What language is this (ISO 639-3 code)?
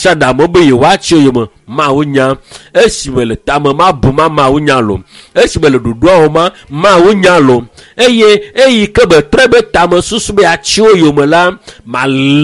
ewe